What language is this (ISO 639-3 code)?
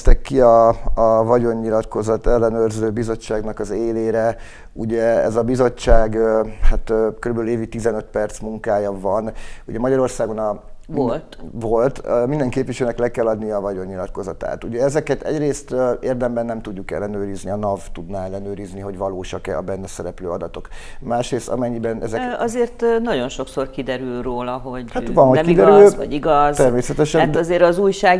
hun